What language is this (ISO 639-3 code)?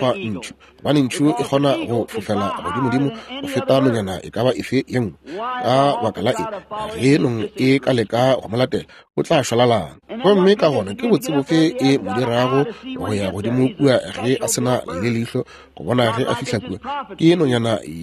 nso